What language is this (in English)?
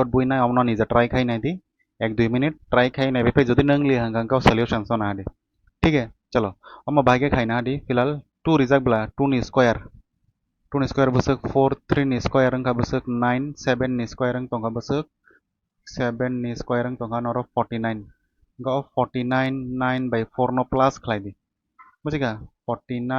Kok Borok